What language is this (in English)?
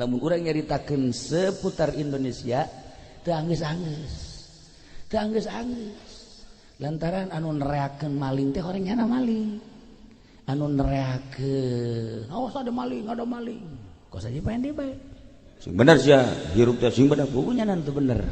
Sundanese